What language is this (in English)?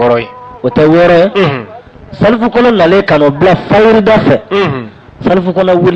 Bambara